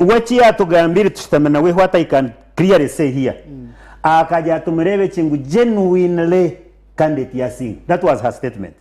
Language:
Nyankole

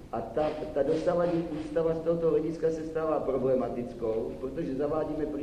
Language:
Czech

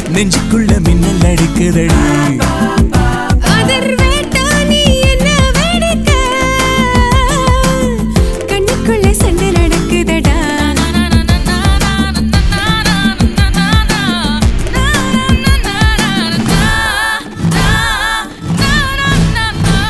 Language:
Tamil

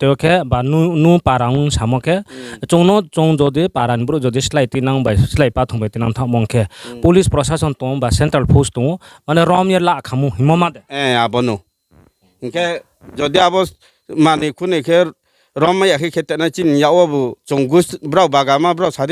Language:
Riang (India)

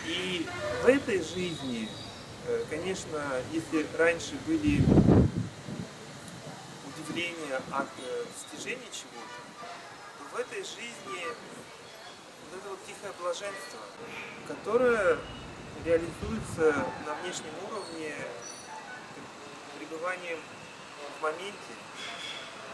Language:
Russian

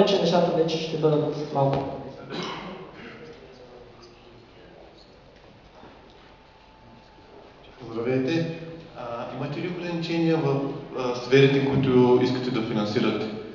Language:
Bulgarian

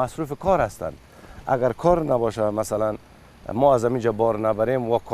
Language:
Tajik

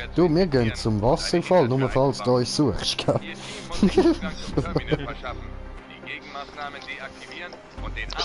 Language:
Swiss German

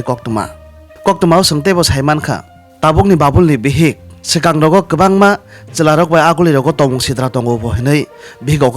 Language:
Kok Borok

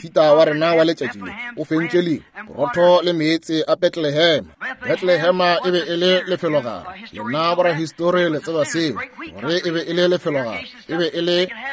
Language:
Northern Sotho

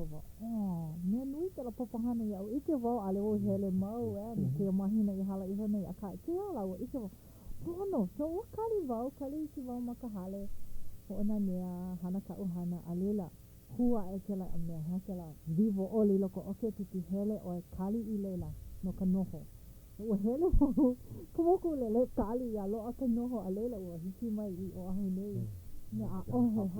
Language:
Hawaiian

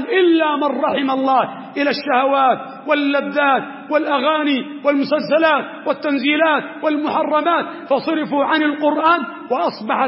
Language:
Arabic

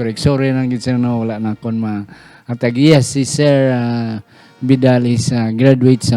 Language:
Hiligaynon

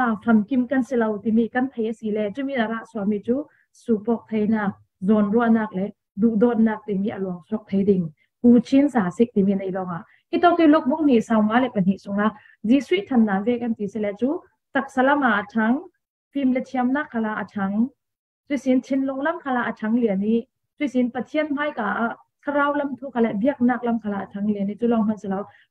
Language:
Falam Chin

